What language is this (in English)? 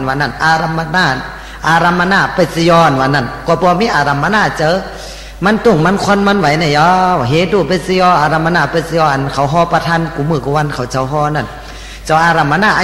Shan